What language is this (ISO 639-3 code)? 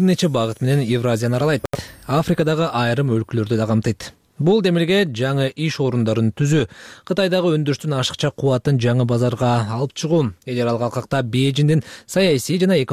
kir